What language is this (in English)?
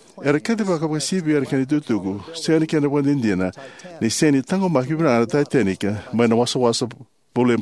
Fijian